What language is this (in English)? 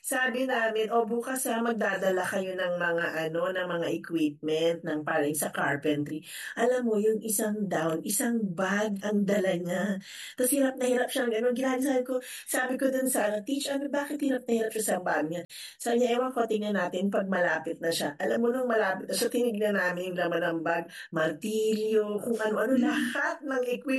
Filipino